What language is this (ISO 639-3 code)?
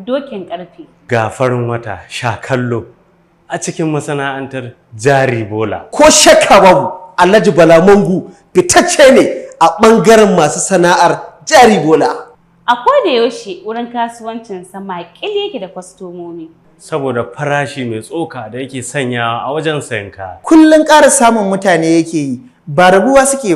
hau